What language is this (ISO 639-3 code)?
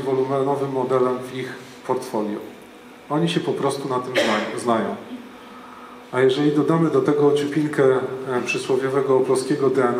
pol